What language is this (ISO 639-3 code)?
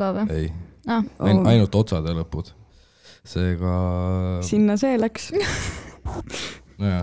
est